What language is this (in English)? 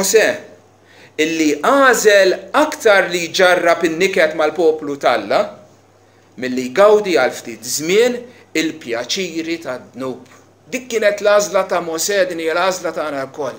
Maltese